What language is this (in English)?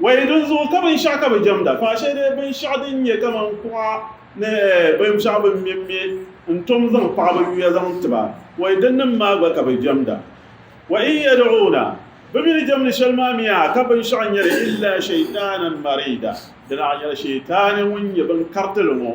Dagbani